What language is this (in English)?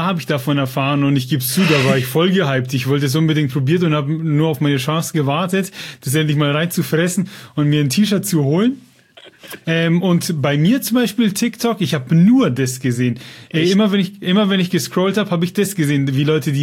German